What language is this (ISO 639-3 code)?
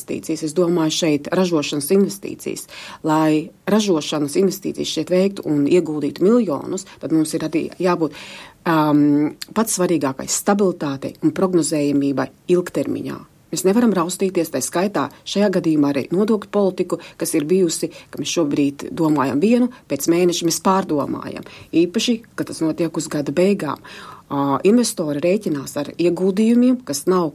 lav